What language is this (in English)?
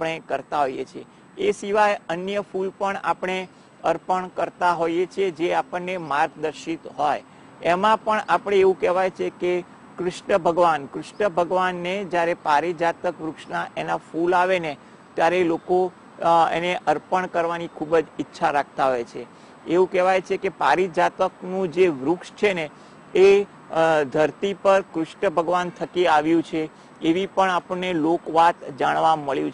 Gujarati